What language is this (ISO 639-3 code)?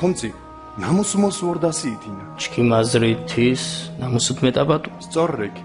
xmf